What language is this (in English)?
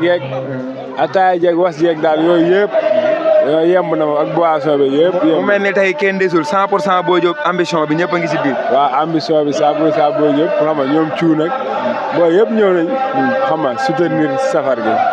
Wolof